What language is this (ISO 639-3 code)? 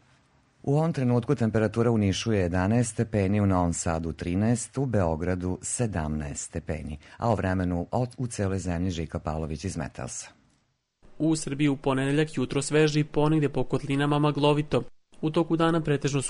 srp